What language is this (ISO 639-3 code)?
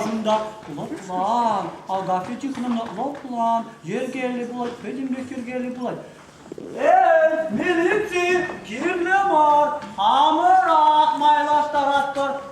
chv